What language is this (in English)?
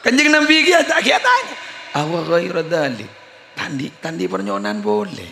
Madurese